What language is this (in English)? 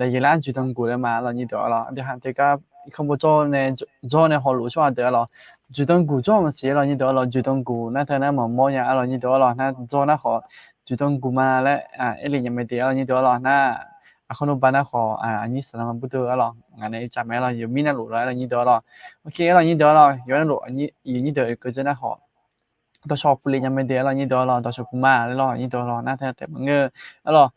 Akha